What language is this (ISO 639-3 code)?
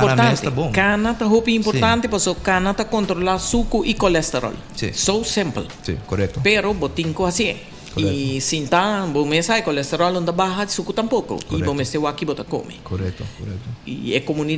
pap